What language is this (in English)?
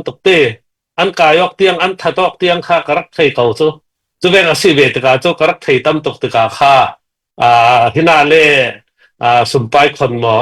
Falam Chin